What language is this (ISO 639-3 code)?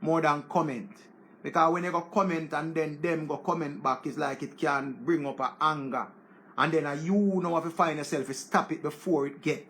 jam